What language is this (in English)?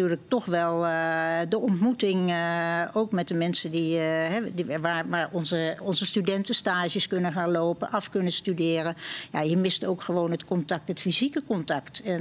Dutch